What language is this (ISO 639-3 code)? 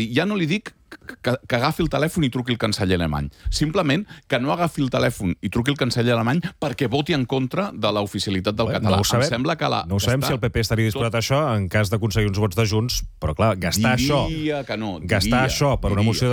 cat